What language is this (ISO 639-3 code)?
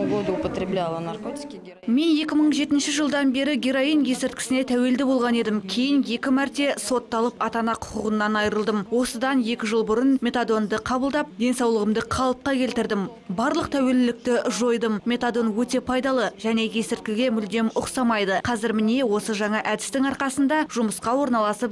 kaz